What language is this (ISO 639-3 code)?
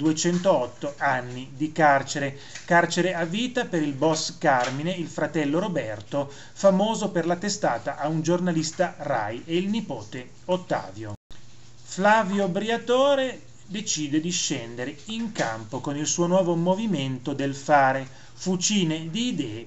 ita